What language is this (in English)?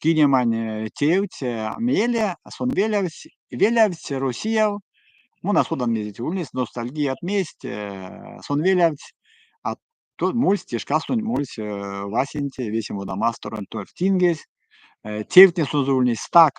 Erzya